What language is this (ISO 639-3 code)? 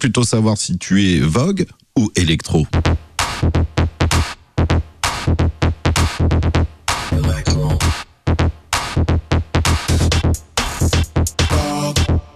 fra